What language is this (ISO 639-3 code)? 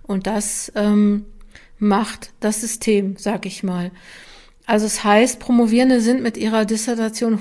deu